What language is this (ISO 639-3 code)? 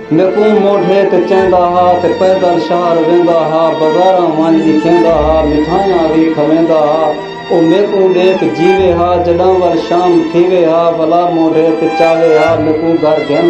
skr